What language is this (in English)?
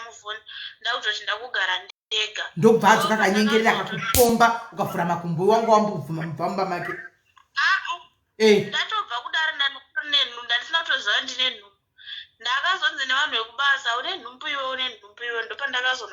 Shona